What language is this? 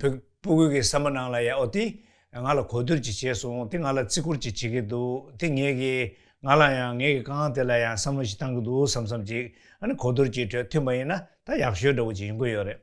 Tibetan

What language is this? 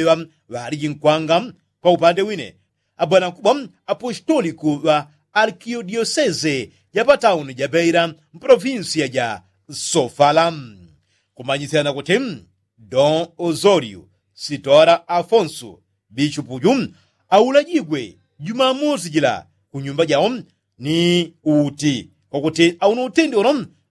Yao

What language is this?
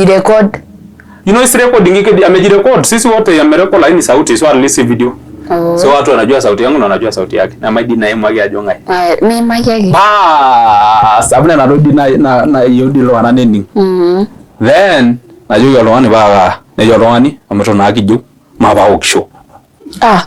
Masai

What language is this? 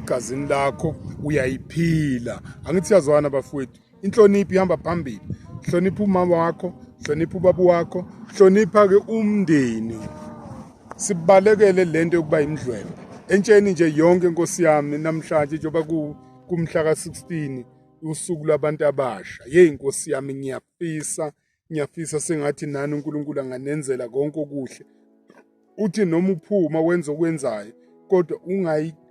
Zulu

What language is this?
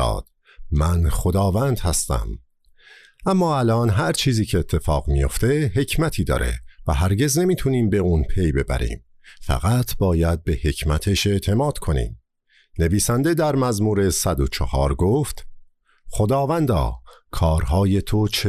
Persian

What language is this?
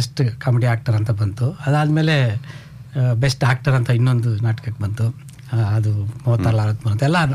Kannada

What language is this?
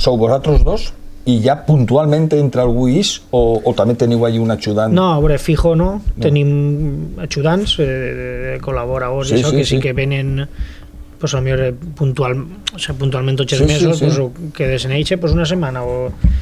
Catalan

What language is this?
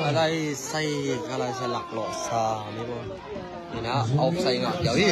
Tedim Chin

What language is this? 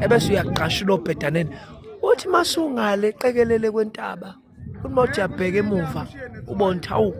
Zulu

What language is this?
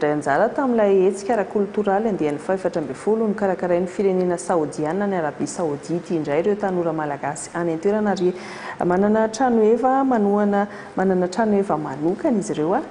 Malagasy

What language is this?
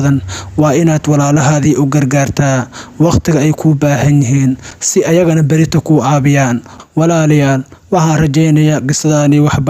Somali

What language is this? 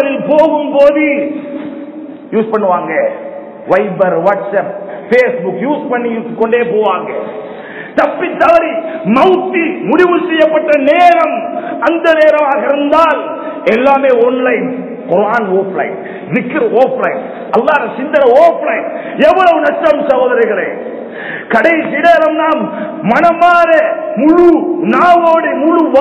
Tamil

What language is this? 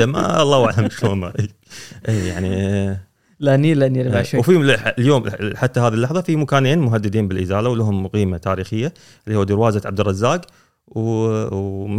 Gulf Arabic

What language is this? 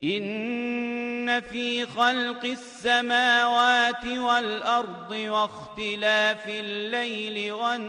Azerbaijani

